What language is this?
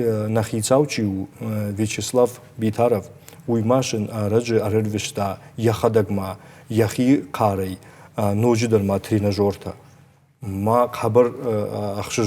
Ossetic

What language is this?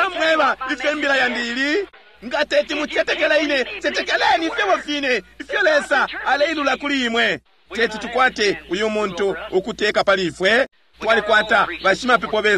Bemba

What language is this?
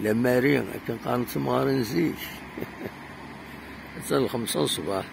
Kabyle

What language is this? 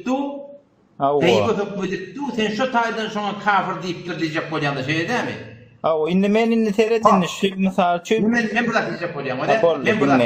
Turkmen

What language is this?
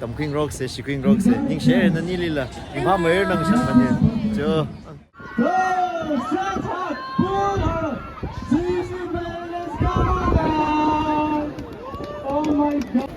Tangkhul Naga (India)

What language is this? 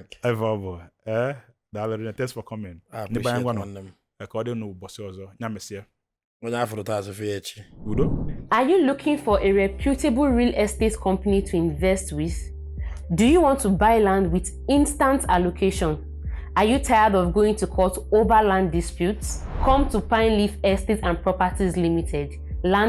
Igbo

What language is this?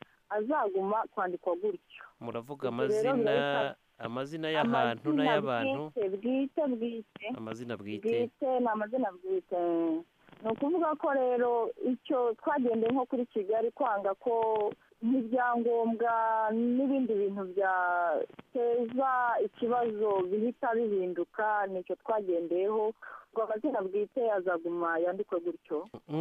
Kinyarwanda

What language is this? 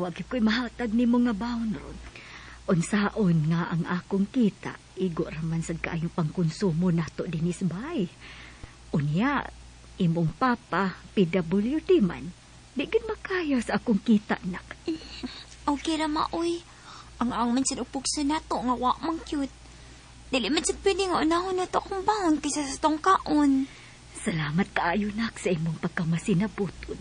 Cebuano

